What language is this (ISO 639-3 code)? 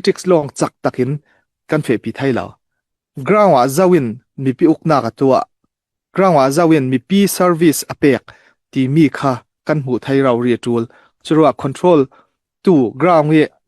cfm